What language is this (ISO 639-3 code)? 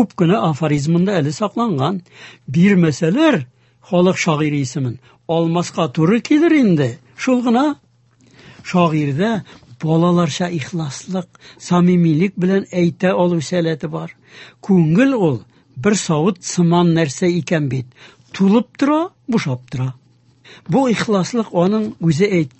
tat